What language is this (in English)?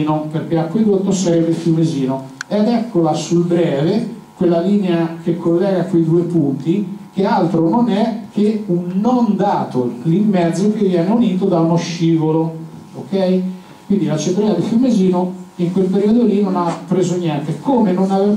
Italian